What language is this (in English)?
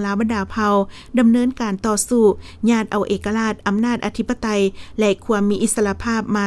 Lao